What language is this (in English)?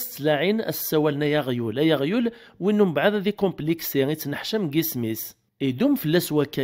Kabyle